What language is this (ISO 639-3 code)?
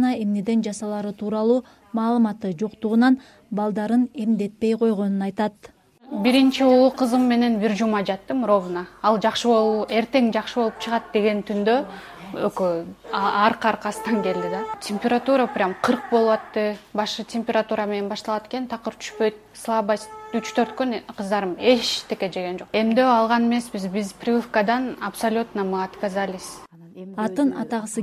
kir